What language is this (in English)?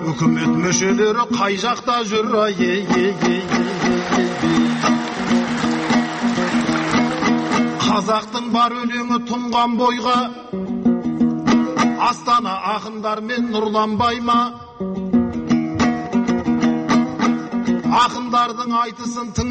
Kazakh